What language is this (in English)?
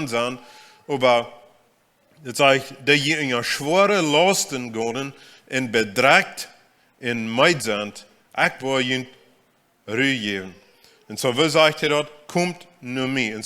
Plautdietsch